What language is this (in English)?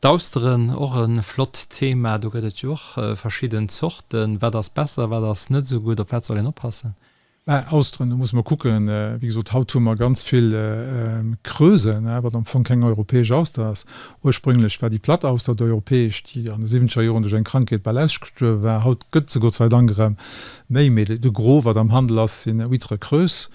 Luxembourgish